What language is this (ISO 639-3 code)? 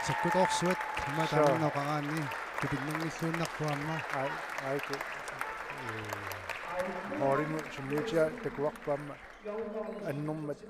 kal